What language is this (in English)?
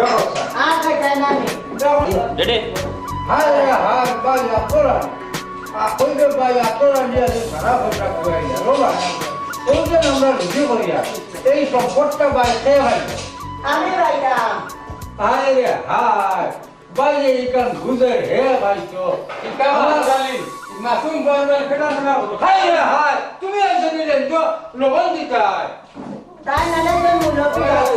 Sylheti